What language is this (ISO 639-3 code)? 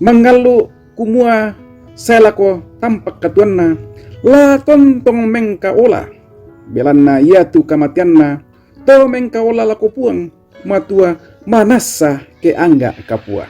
sda